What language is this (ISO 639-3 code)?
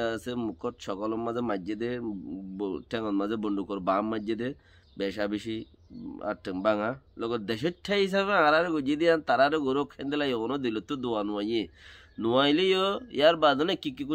rhg